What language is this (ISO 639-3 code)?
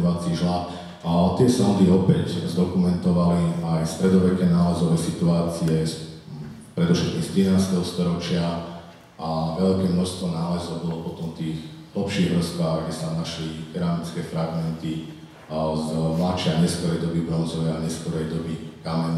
slk